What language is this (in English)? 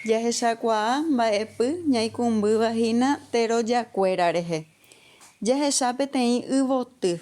Guarani